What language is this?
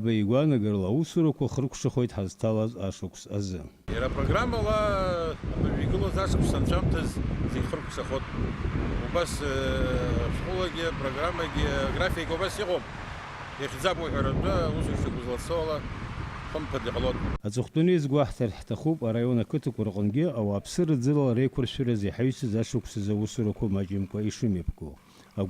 Abkhazian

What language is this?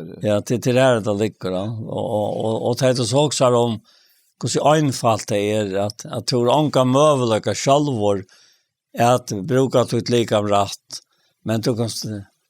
Faroese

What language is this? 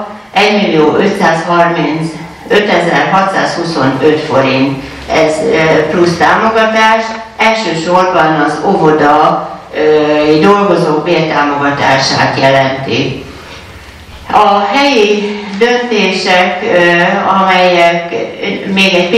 Hungarian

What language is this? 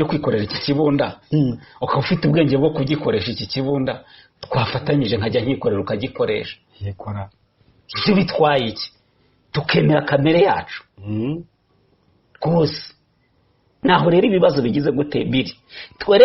Kinyarwanda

